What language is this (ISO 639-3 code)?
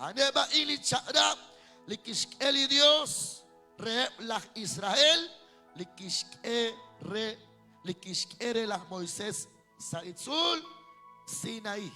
kek